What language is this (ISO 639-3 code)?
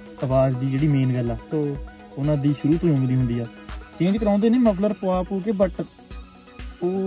pan